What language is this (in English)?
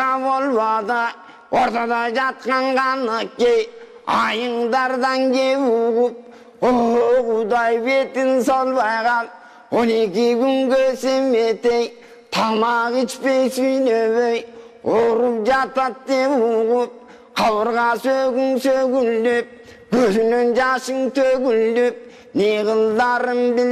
Kyrgyz